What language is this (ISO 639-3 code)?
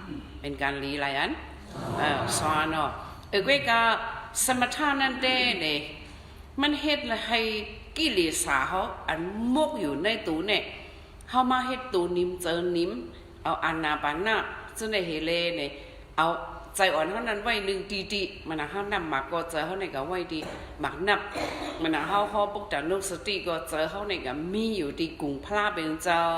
shn